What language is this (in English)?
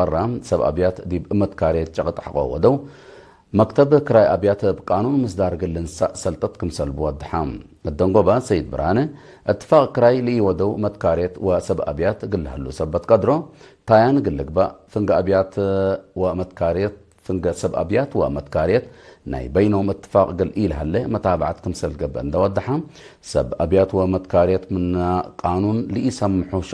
Tigre